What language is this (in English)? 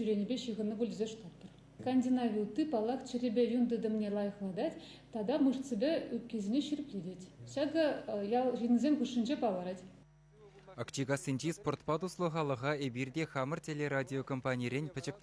Chuvash